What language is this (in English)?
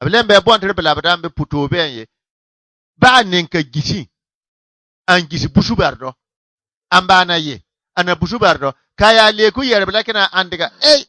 Bissa